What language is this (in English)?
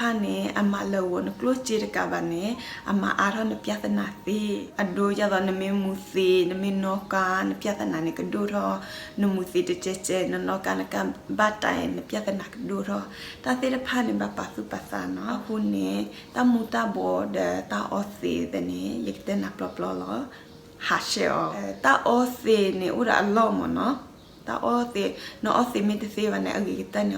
S'gaw Karen